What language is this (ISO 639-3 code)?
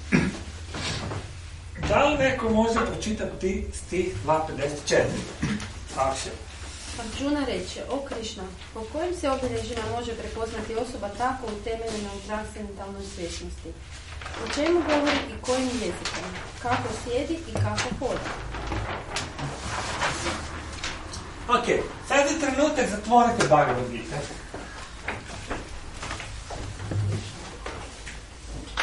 hrv